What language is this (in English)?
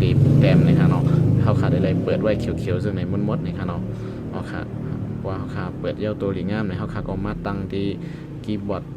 Shan